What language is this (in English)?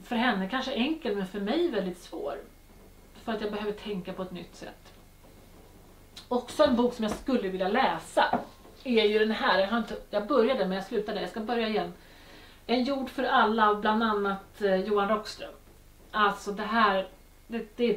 Swedish